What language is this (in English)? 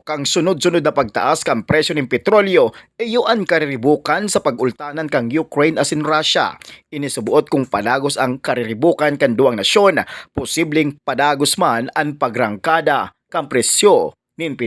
Bikol